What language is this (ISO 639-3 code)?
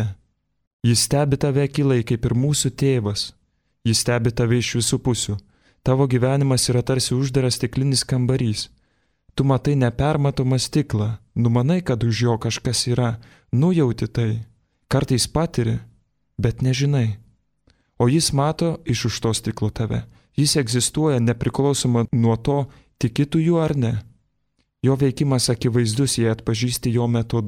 lit